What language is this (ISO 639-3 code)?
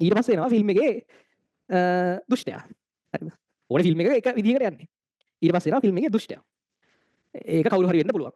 sin